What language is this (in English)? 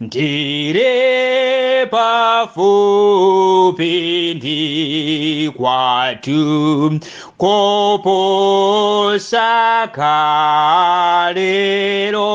Nyanja